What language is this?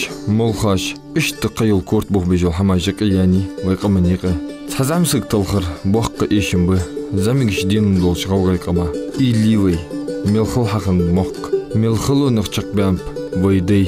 Ingush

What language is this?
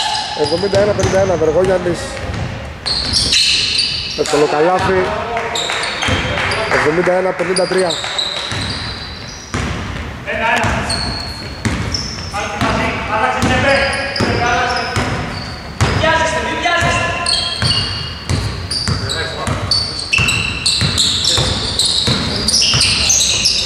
Greek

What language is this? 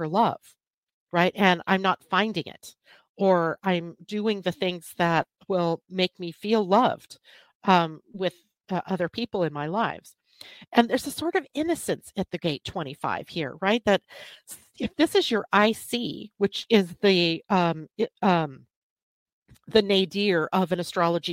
English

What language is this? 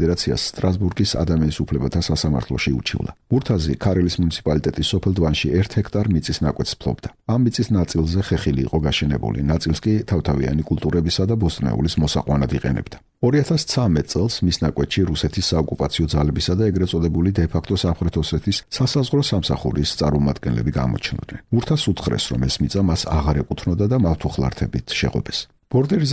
Georgian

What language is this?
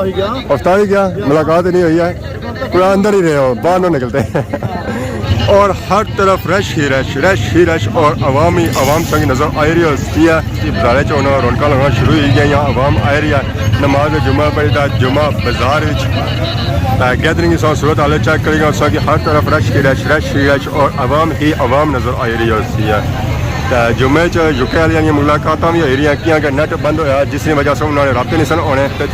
Pahari-Potwari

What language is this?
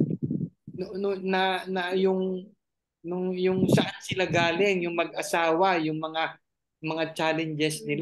Filipino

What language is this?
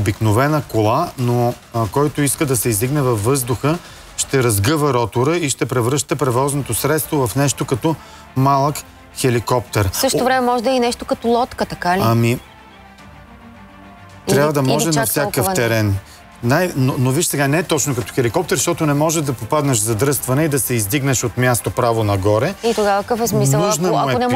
Bulgarian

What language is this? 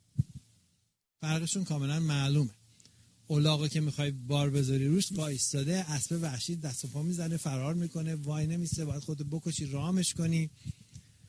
Persian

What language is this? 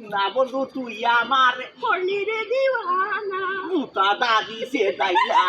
Sylheti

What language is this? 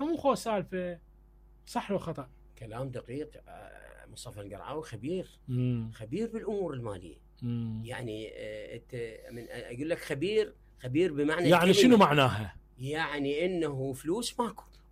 Mesopotamian Arabic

